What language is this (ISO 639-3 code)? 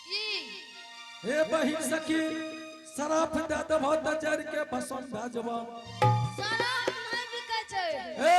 anp